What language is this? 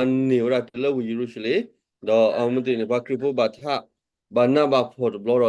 S'gaw Karen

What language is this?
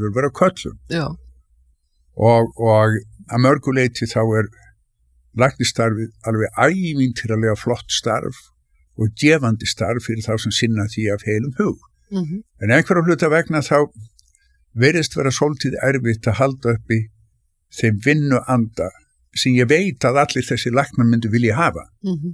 Icelandic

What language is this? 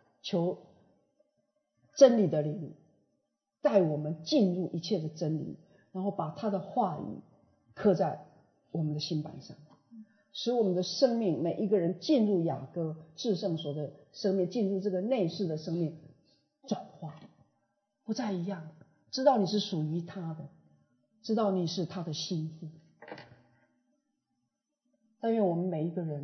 Chinese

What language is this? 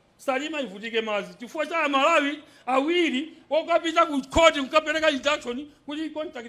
Nyanja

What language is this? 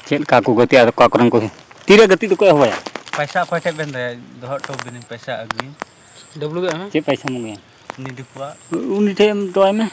Santali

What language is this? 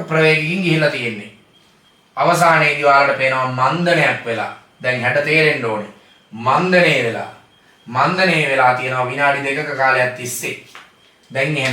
Sinhala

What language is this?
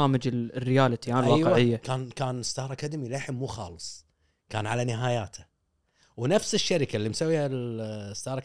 Gulf Arabic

